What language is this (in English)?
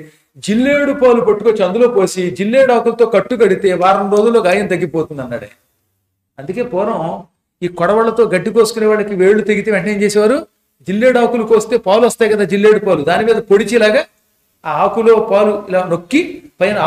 Telugu